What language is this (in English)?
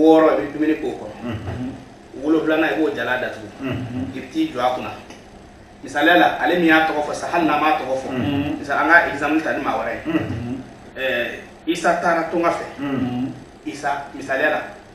Bambara